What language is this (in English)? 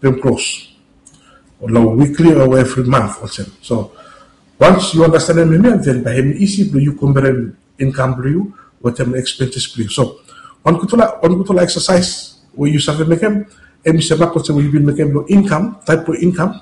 Bislama